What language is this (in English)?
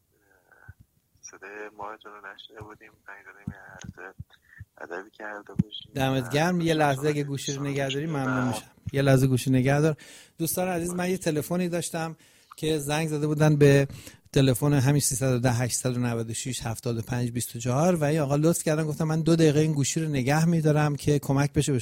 Persian